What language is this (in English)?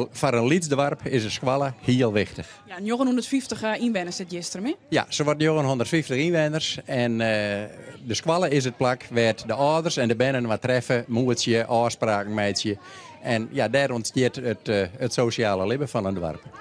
Western Frisian